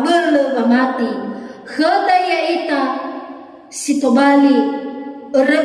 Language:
Nias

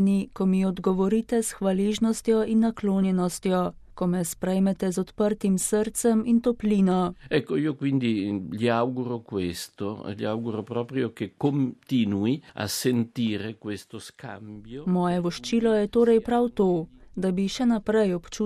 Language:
Slovenian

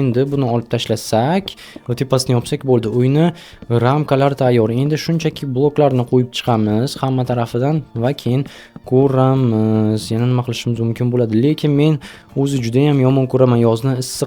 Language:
Uzbek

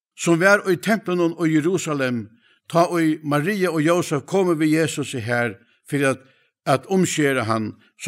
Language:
Faroese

